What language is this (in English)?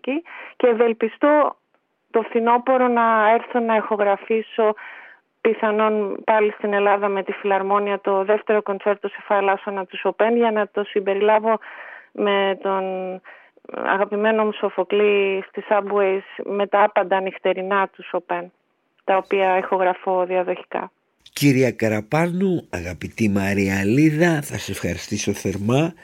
Greek